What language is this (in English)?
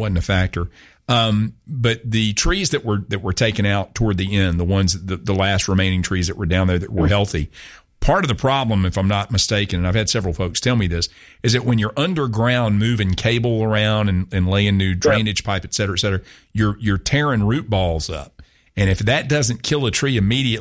English